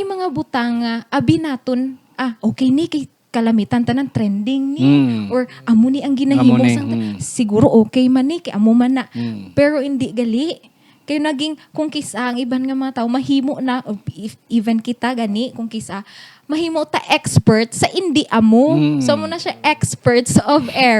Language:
Hiligaynon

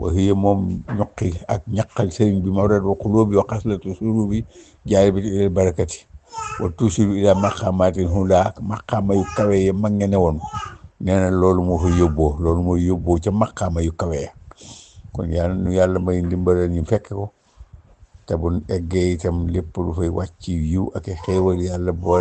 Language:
Wolof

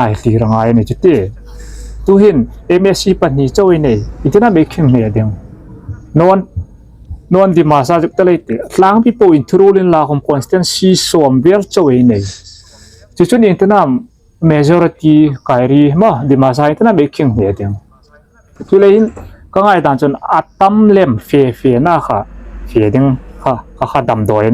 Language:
Hmar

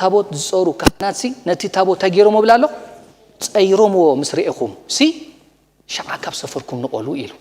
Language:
Tigrinya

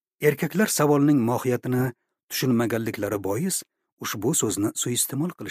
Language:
Uzbek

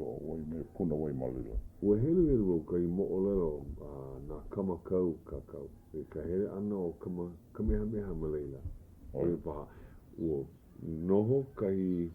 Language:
Hawaiian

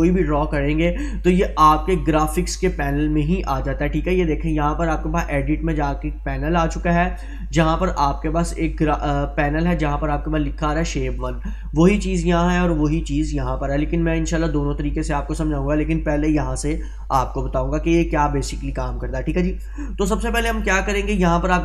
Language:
Hindi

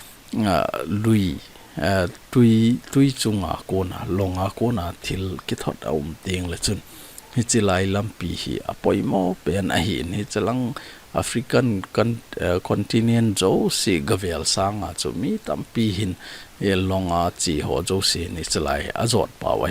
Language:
Thado Chin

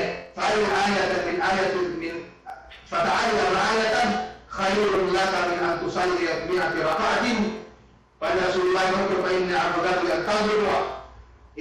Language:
Yakan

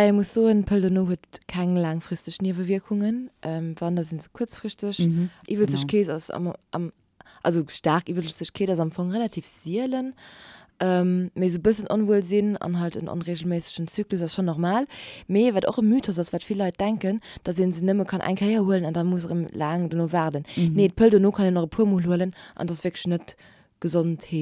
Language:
Luxembourgish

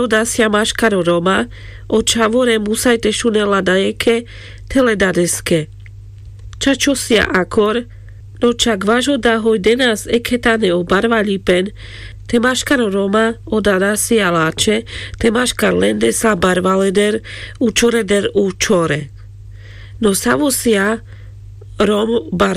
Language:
Carpathian Romani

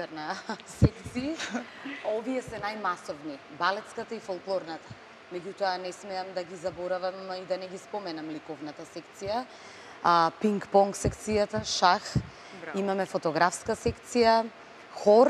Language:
Macedonian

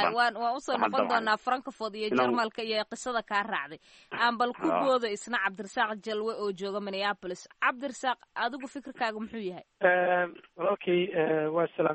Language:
Somali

